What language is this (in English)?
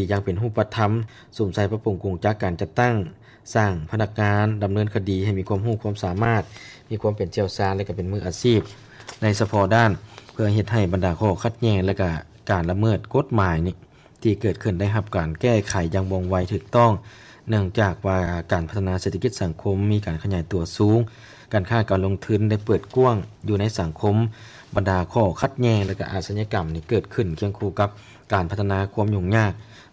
Lao